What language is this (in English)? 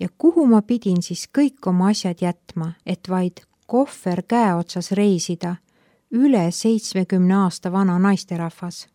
Estonian